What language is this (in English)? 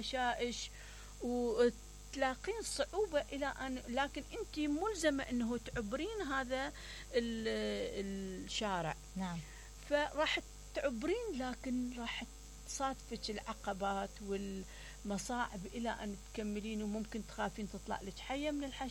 Mesopotamian Arabic